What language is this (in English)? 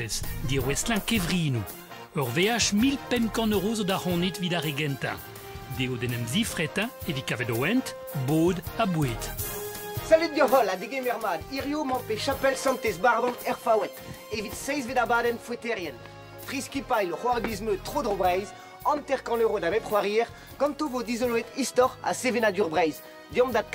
Breton